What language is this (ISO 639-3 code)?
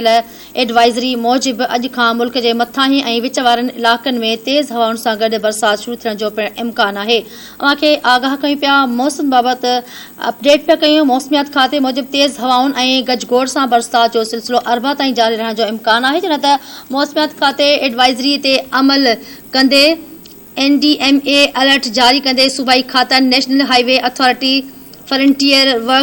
snd